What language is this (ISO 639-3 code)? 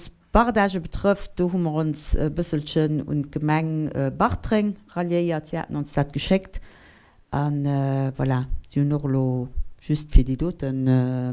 ltz